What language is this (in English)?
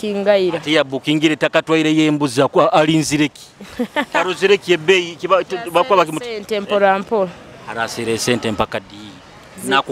Nyoro